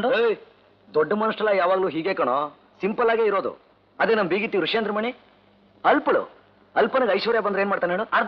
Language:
Kannada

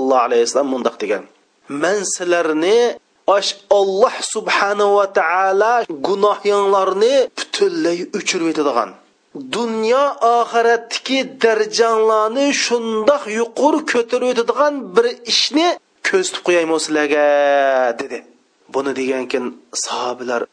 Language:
Uyghur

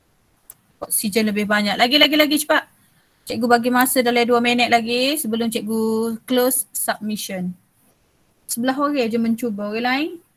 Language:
Malay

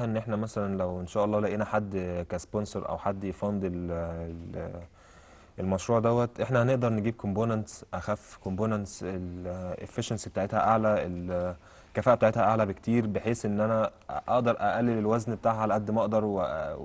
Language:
Egyptian Arabic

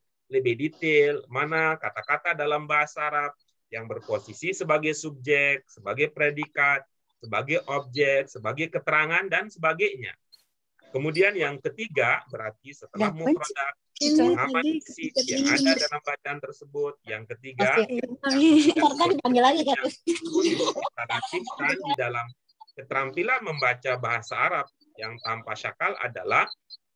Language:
Indonesian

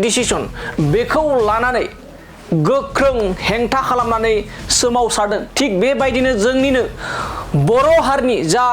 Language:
Bodo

